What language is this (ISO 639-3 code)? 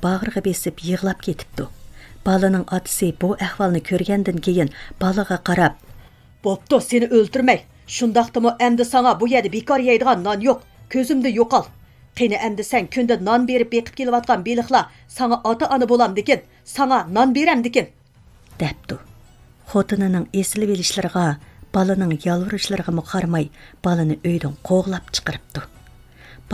uig